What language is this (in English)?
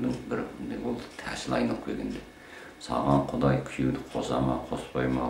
Kazakh